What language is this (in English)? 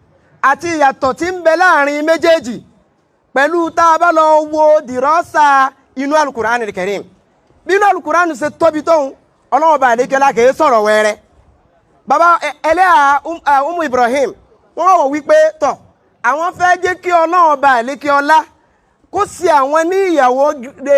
Yoruba